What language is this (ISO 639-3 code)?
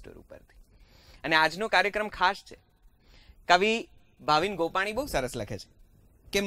guj